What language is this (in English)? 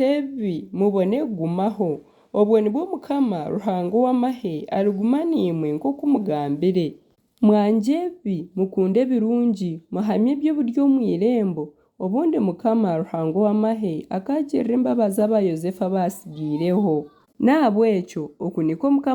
Nyankole